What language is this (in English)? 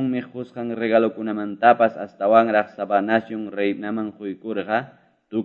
Quechua